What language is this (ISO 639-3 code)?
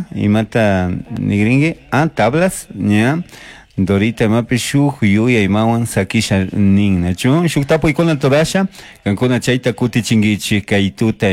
qug